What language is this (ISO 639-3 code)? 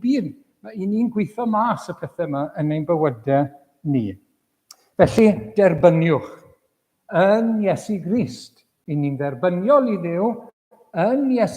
cym